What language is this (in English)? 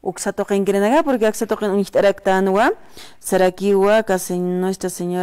Aymara